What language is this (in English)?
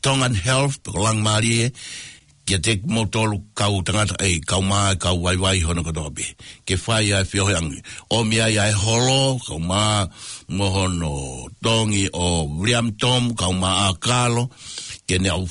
Tongan